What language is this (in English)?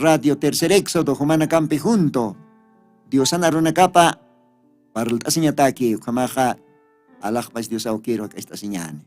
Aymara